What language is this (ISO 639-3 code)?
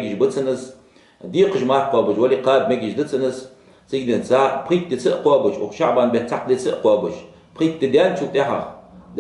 inh